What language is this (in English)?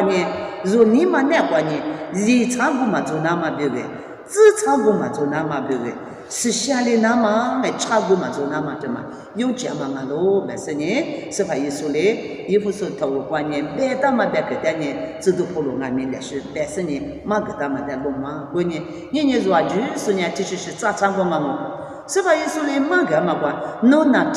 Lisu